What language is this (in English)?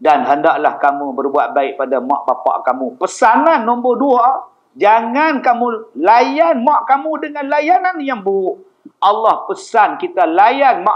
Malay